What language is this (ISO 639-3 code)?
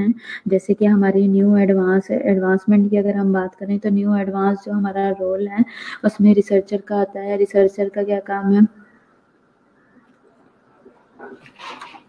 hin